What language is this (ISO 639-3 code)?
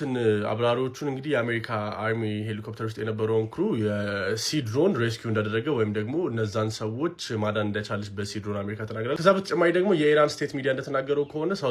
amh